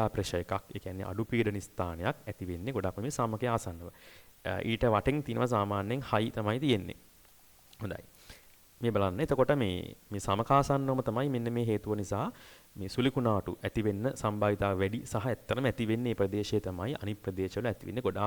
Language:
Sinhala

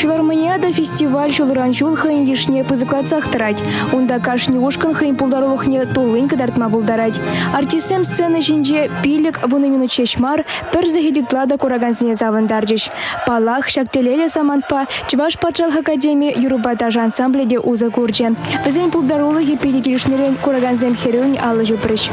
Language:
Chuvash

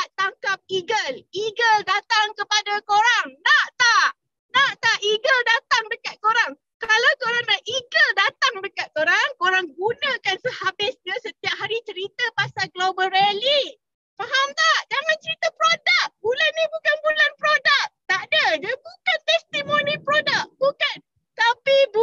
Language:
Malay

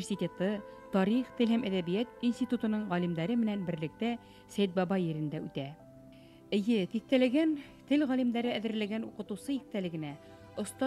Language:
Bashkir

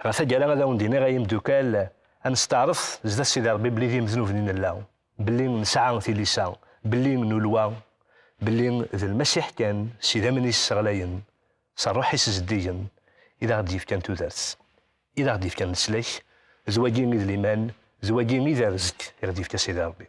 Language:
Kabyle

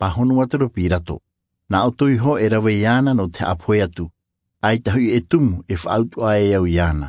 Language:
Tahitian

